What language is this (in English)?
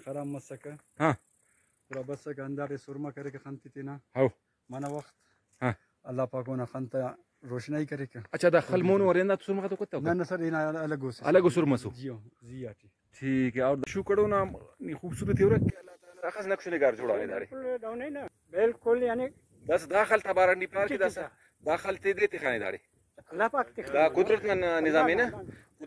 Brahui